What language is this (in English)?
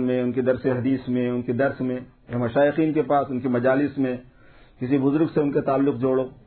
Urdu